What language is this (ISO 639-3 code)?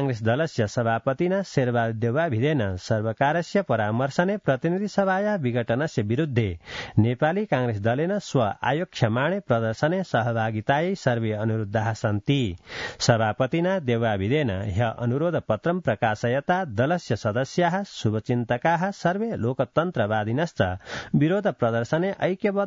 san